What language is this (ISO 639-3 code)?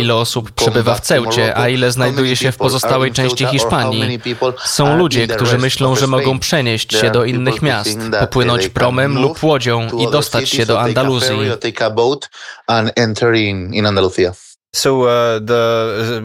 pol